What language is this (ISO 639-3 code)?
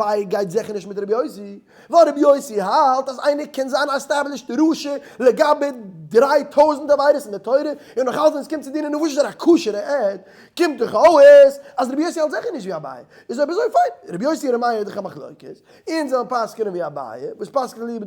yid